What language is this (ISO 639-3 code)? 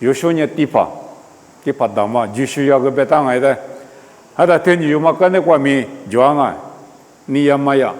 lis